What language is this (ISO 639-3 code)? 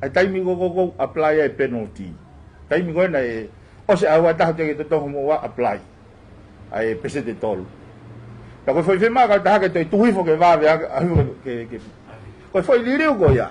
ton